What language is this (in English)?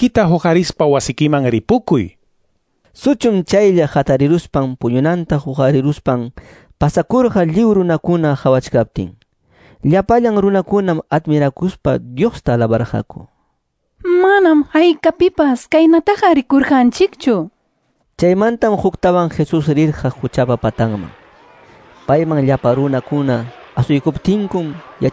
Quechua